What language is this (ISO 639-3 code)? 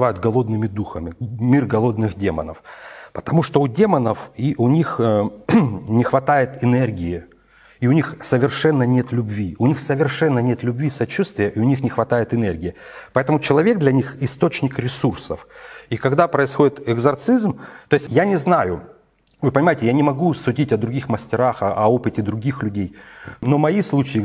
rus